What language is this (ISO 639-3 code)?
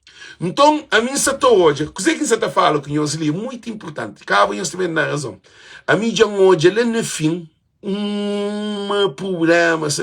kea